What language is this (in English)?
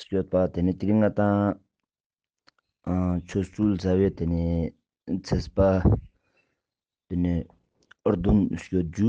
Ladakhi